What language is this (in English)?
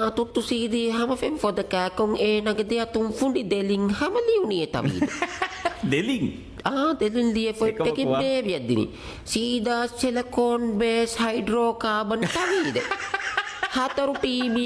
Divehi